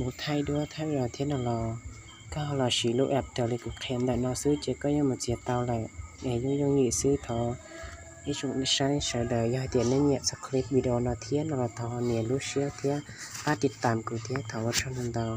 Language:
Hmong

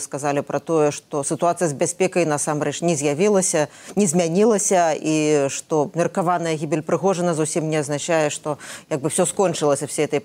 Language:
Belarusian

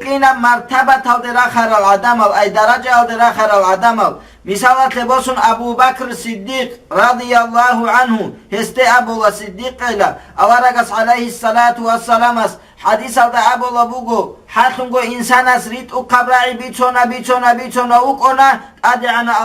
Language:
Avaric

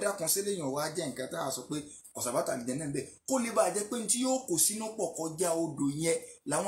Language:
Yoruba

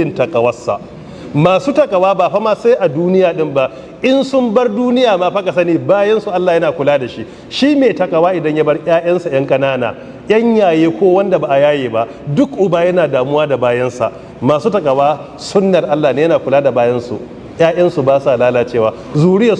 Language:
Hausa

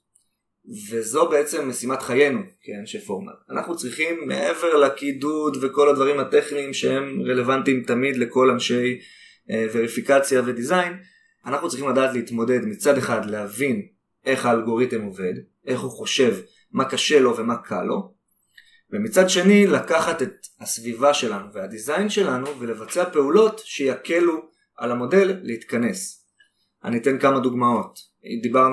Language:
Hebrew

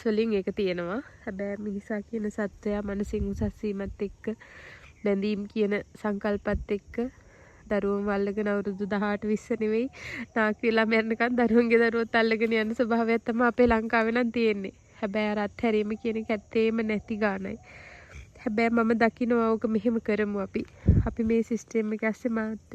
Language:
Sinhala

